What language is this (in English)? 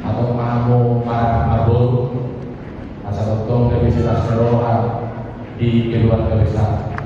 Batak Toba